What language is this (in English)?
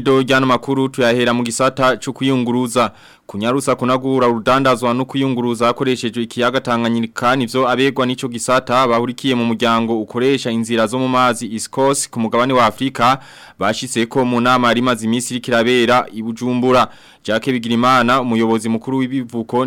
Rundi